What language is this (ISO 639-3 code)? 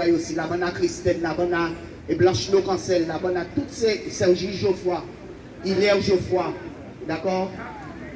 gcf